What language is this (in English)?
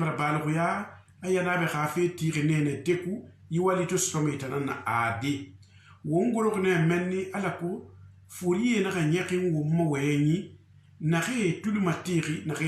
Susu